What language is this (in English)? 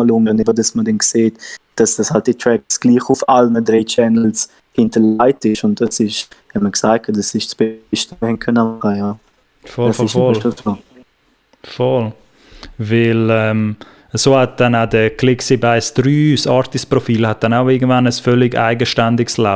Swiss German